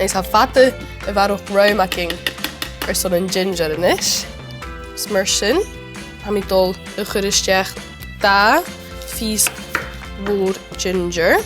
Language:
Scottish Gaelic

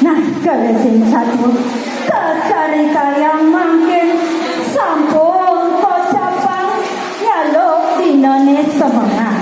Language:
Balinese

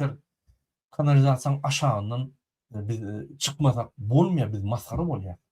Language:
Turkmen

